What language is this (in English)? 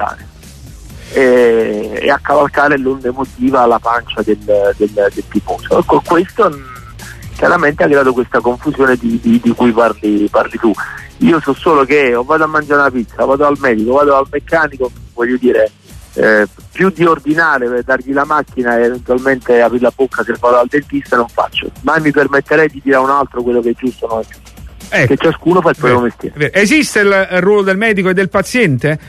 Italian